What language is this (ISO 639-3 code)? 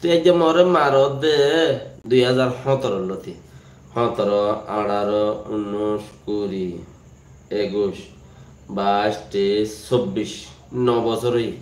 rhg